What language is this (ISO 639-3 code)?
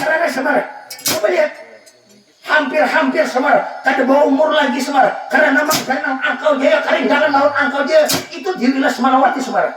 bjn